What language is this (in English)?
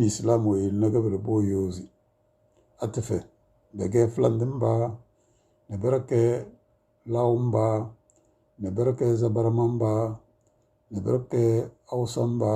Tem